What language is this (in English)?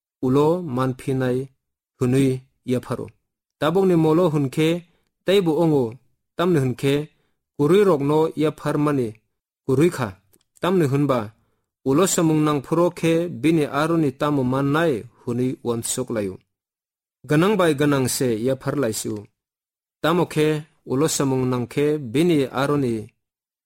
Kok Borok